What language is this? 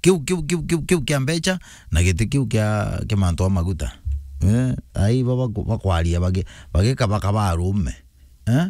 Meru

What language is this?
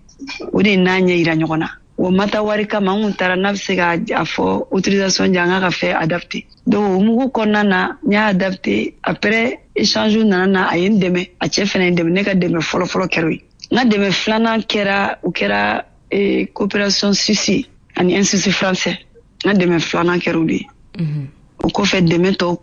Bambara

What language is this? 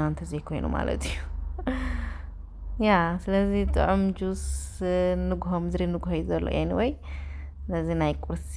Tigrinya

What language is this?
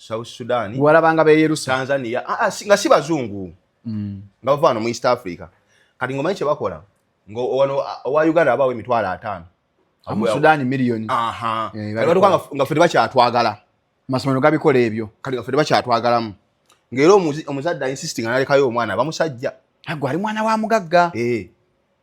Ganda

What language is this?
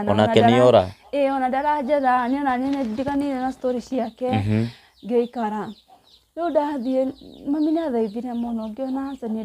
Kikuyu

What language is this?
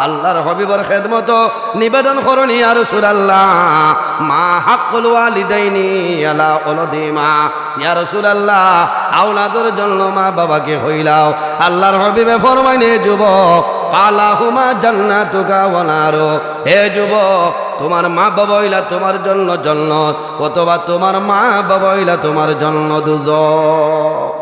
Sylheti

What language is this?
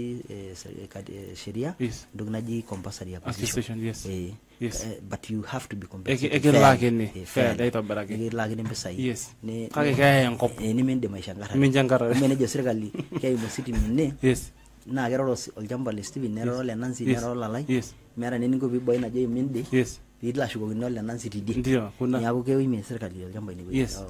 Masai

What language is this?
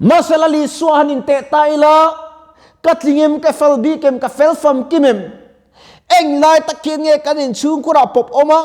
Mizo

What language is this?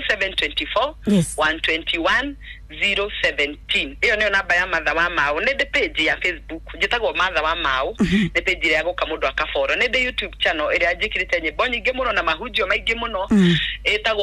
Kikuyu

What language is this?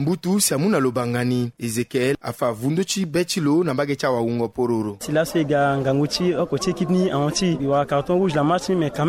Sango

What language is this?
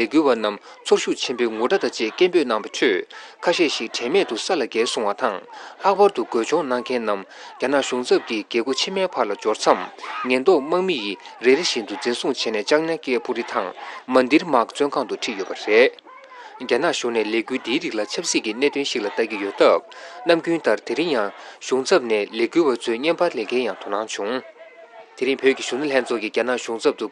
Tibetan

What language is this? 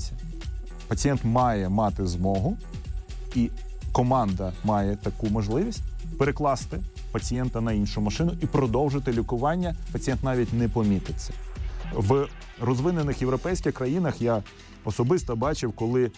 Ukrainian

